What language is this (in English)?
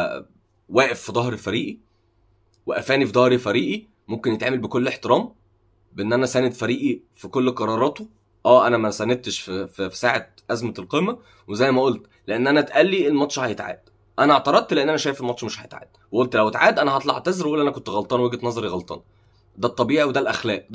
Egyptian Arabic